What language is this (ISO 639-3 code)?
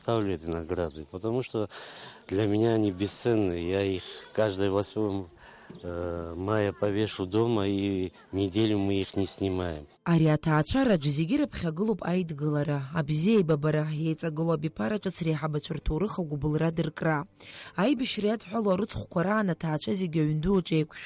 abk